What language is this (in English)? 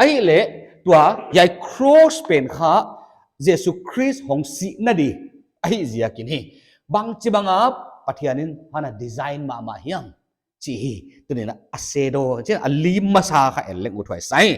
Paite Chin